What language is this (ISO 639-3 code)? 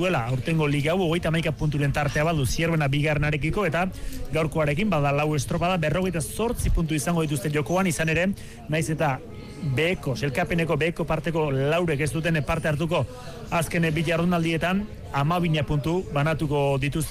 eus